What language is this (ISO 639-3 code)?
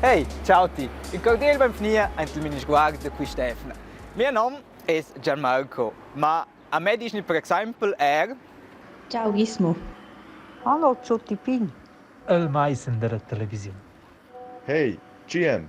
roh